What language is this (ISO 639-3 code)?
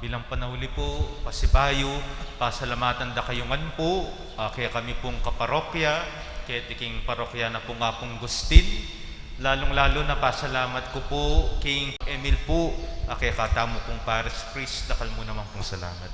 pam